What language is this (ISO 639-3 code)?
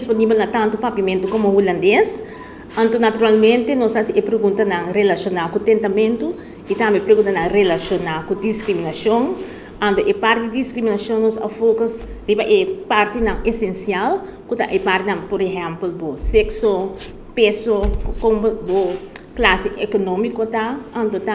pap